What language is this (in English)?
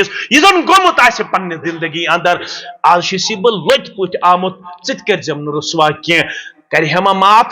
Kashmiri